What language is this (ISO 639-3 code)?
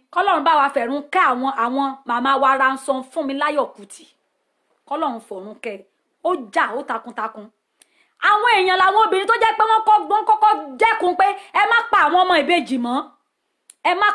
yor